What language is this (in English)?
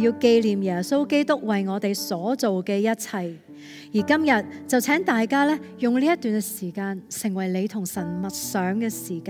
Cantonese